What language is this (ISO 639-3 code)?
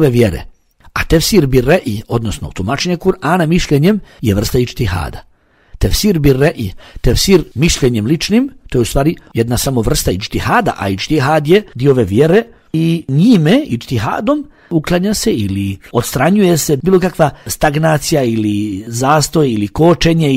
bos